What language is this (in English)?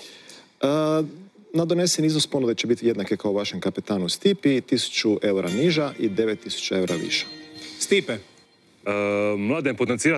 Croatian